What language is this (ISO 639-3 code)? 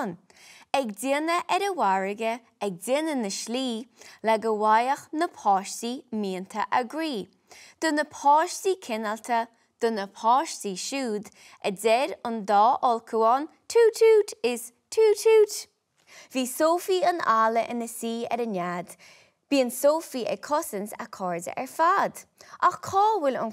gle